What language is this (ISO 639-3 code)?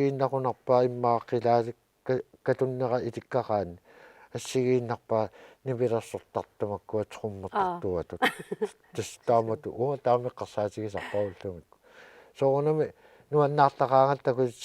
kal